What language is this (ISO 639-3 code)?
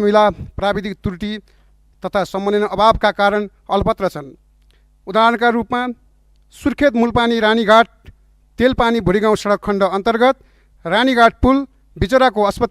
nep